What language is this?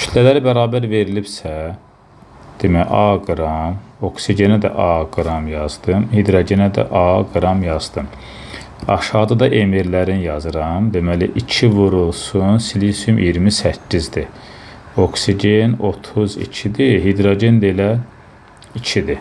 Azerbaijani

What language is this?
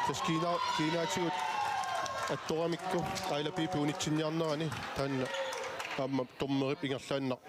Kalaallisut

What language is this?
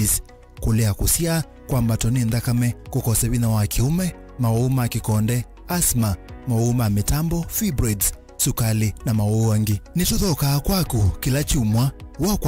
Kamba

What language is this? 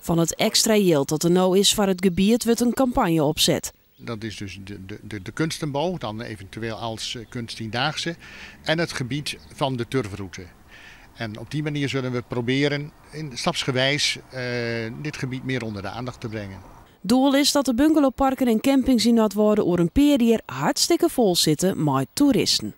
Western Frisian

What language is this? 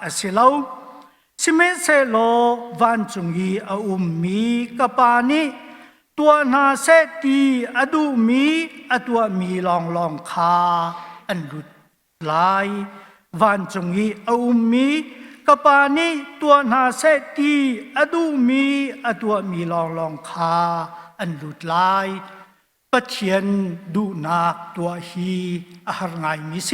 Hakha Chin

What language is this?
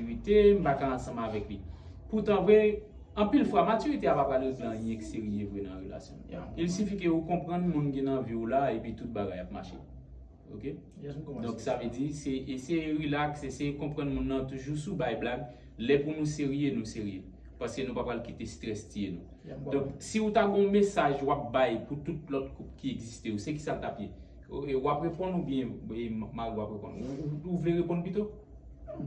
Haitian Creole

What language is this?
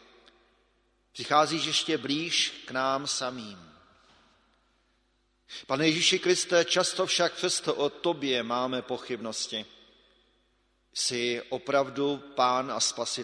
Czech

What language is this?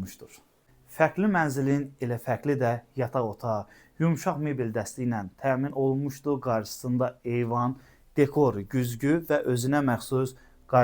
Azerbaijani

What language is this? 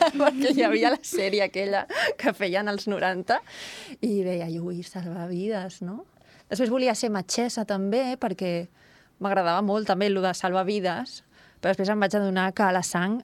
Catalan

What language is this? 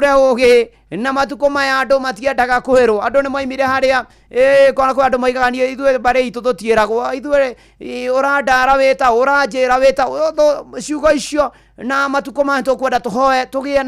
Kikuyu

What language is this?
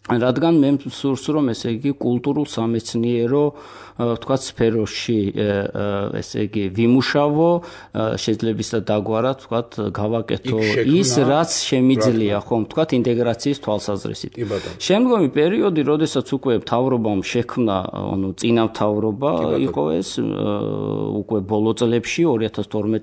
Georgian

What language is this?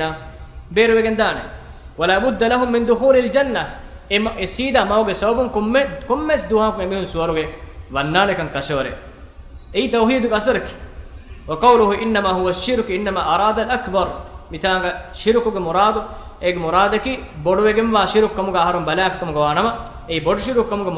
Divehi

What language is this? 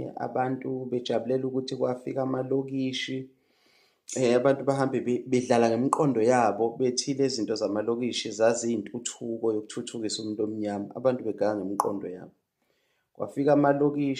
Zulu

